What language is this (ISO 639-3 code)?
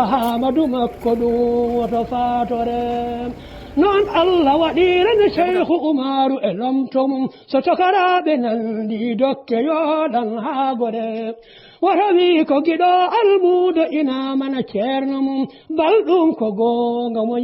ful